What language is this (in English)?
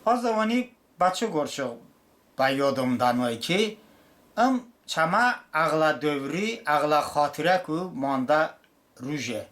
Talysh